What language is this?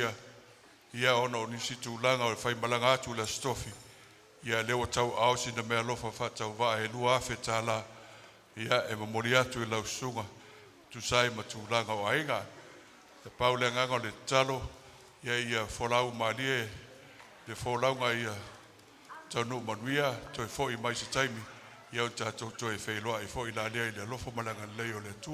Samoan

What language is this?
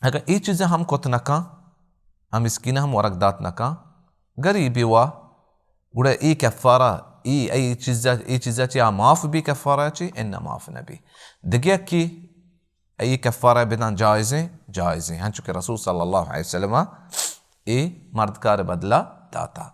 Baluchi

